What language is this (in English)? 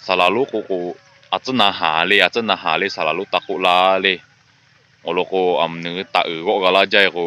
Lahu